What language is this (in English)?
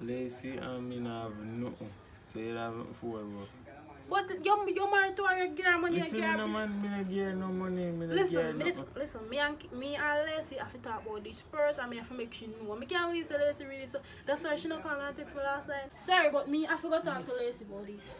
Jamaican Creole English